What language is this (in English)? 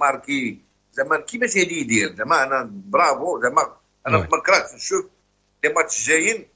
Moroccan Arabic